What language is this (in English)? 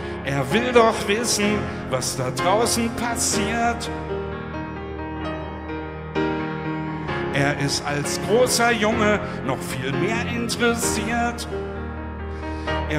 German